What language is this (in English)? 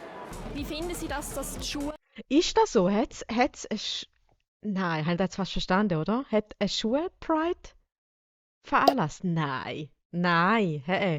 Swiss German